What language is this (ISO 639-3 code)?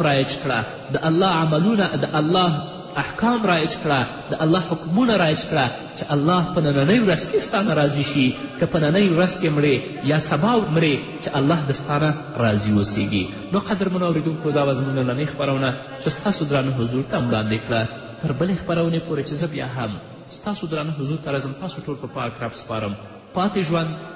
pus